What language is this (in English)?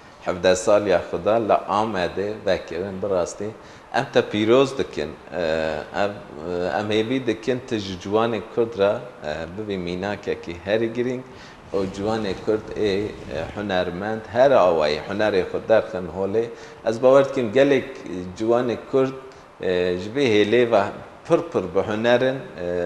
Kurdish